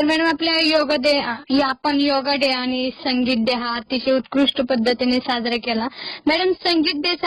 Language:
Marathi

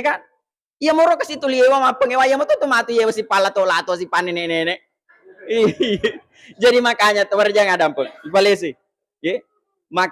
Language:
Buginese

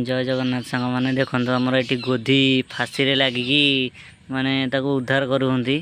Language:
Odia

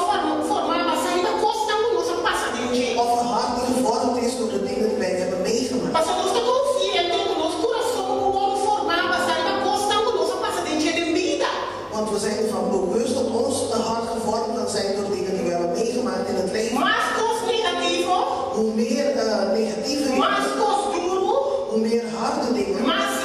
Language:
Papiamento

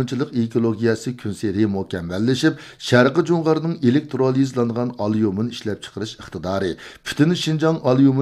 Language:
Uyghur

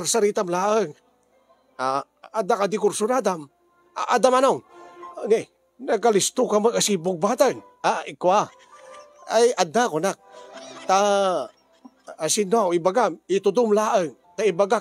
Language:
Iloko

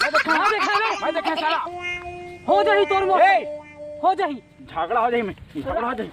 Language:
Chhattisgarhi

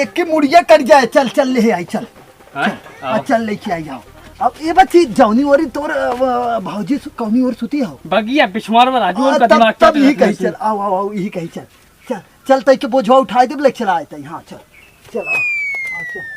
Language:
Awadhi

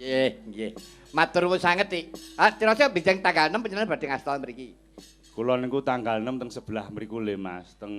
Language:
Javanese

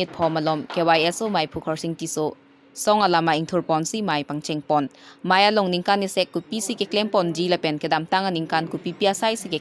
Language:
Karbi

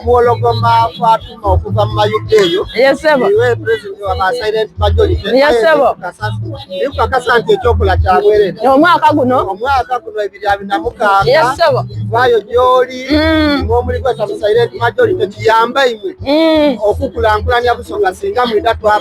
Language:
Soga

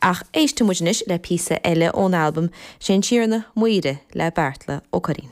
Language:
Irish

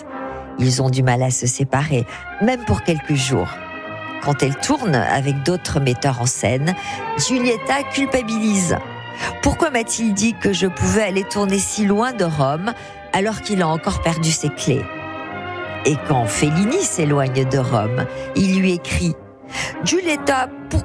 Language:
French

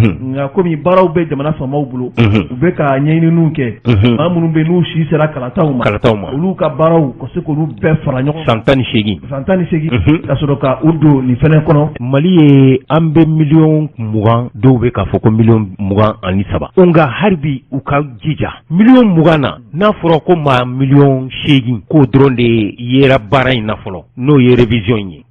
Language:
Bambara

